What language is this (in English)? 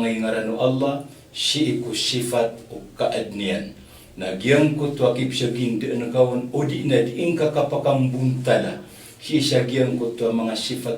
Maranao